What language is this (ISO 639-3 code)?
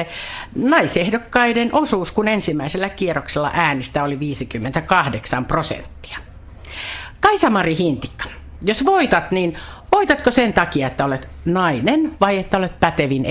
fin